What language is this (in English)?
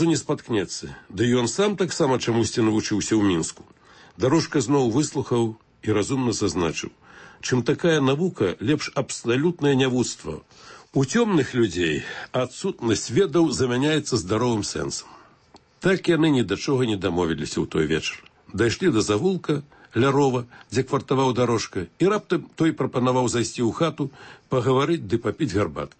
Belarusian